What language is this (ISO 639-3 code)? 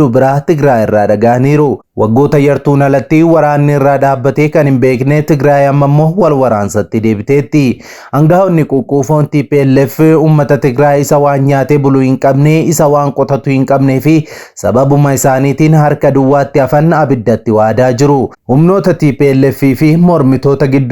orm